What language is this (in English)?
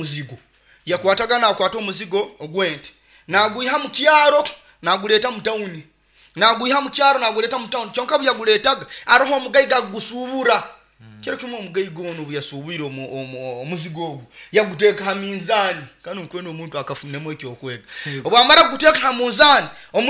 Nyoro